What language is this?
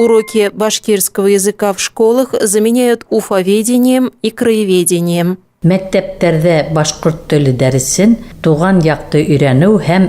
Bashkir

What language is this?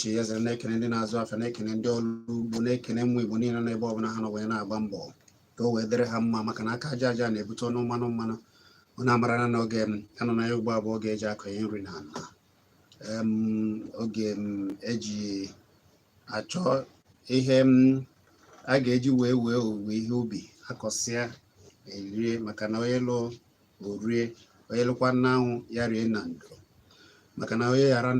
Igbo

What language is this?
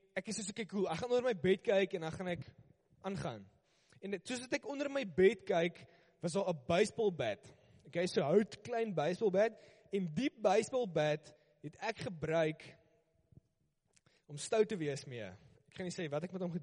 Afrikaans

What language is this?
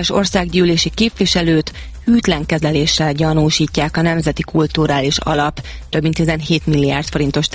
Hungarian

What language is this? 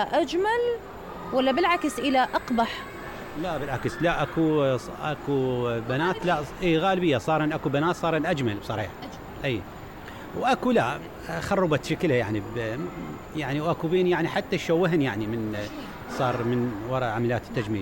Mesopotamian Arabic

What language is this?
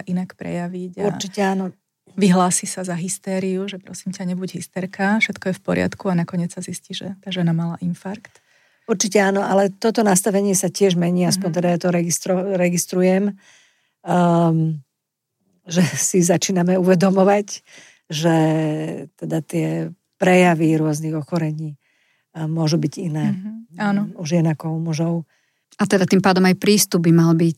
Slovak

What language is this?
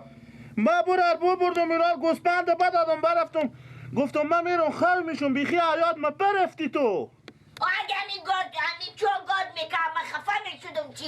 Persian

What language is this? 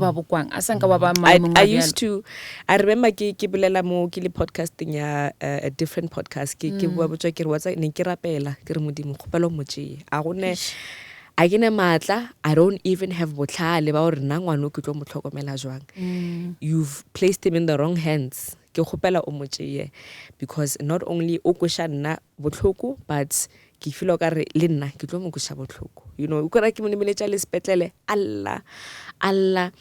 Northern Sotho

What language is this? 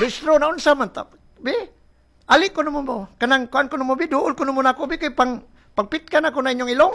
Cebuano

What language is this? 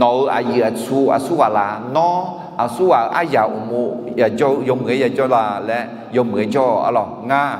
Akha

